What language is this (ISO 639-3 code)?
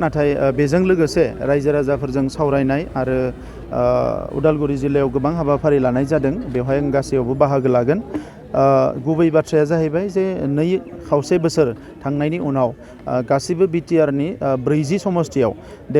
brx